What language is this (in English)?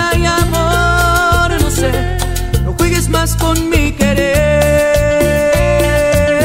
Spanish